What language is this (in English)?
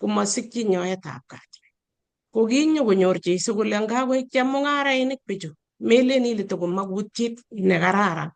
Kalenjin